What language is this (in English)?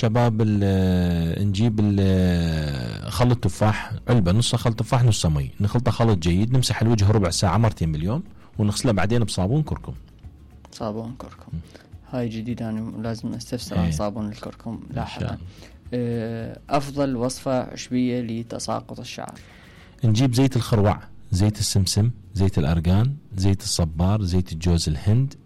Mesopotamian Arabic